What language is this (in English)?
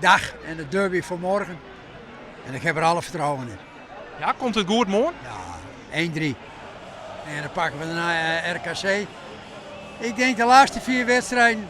Western Frisian